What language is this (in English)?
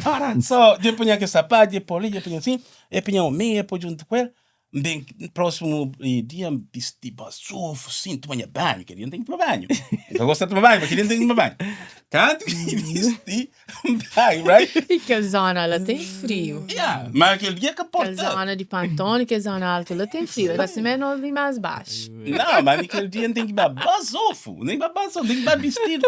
Kabuverdianu